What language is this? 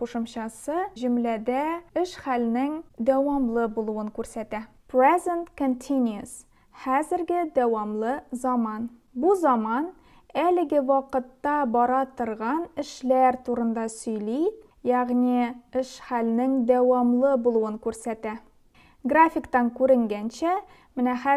Tatar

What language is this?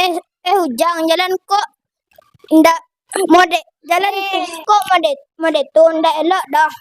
Minangkabau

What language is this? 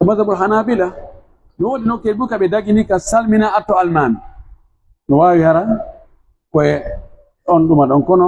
Pular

